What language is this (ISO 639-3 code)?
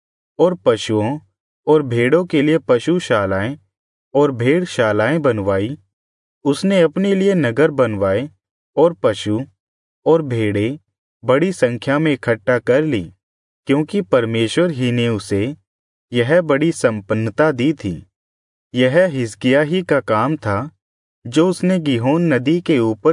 hin